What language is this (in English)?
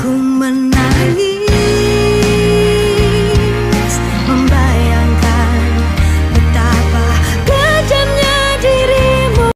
Nias